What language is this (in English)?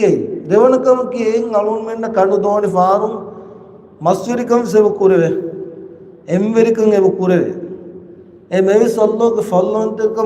Divehi